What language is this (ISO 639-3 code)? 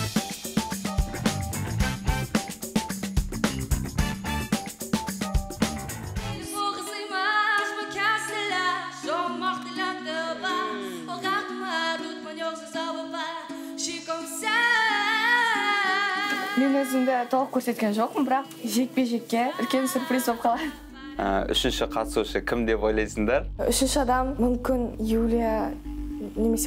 kaz